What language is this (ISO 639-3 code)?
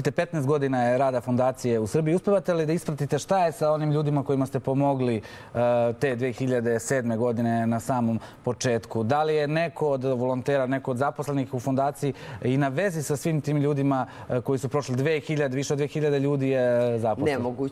srp